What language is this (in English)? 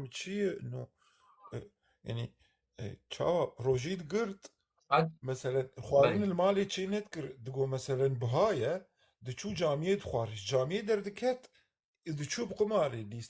Kurdish